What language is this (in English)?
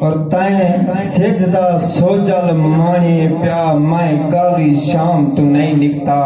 Saraiki